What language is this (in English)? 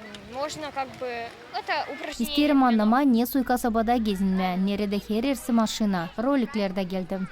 Gagauz